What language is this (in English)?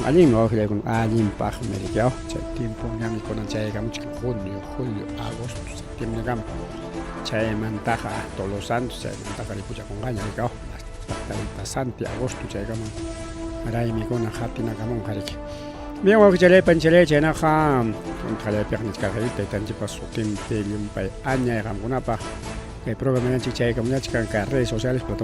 Ayacucho Quechua